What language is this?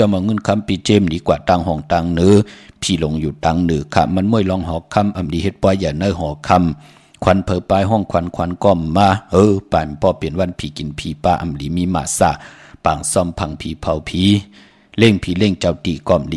Shan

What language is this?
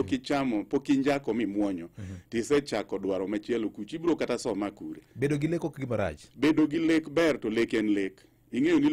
Luo (Kenya and Tanzania)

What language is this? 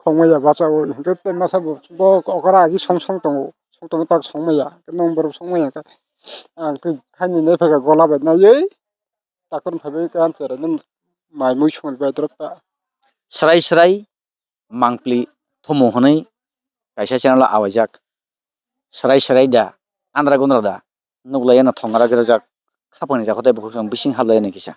Kok Borok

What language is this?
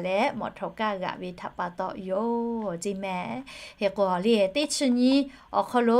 Lahu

